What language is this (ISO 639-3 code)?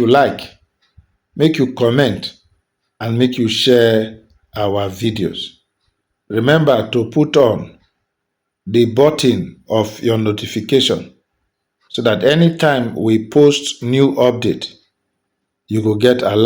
pcm